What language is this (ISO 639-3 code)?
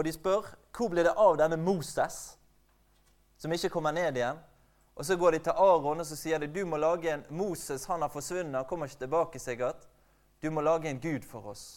nor